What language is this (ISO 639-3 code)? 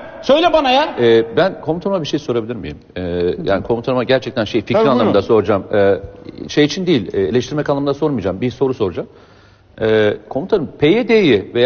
tur